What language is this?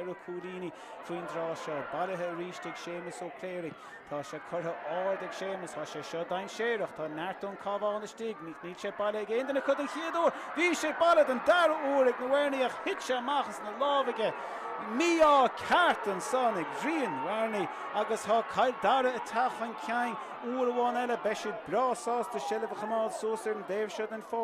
Irish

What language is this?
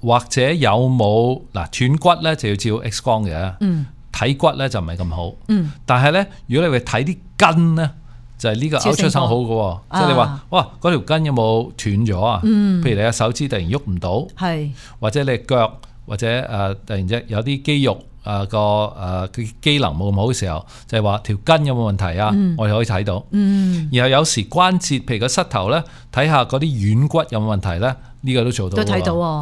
Cantonese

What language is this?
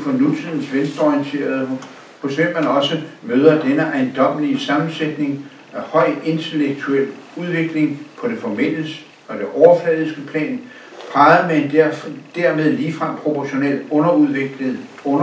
Danish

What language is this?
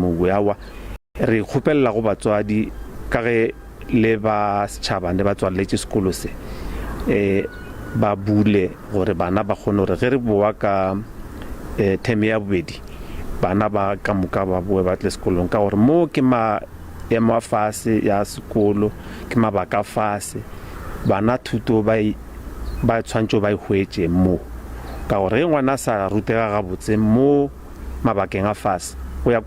Northern Sotho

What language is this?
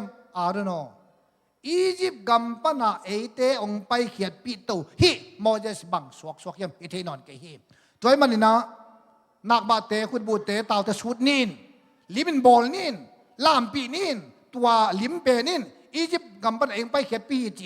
Tedim Chin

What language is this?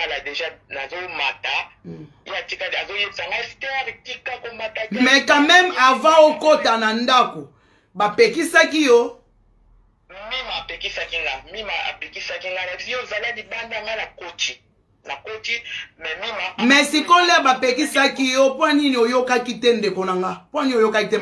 Lingala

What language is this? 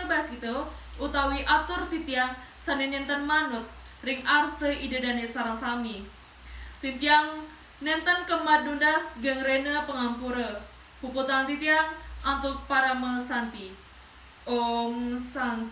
Balinese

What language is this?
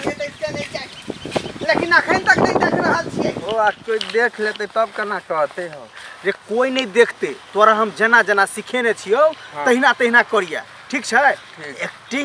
Maithili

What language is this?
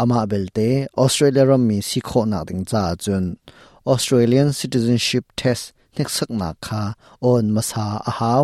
Hakha Chin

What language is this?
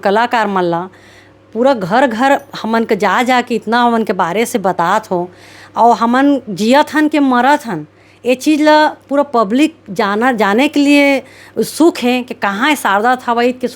Chhattisgarhi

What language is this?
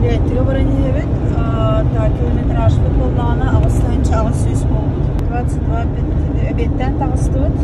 Yakut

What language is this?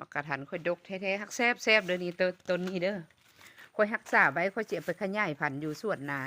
Lao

